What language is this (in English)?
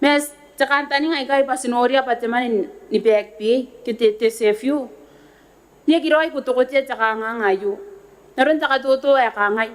Gilbertese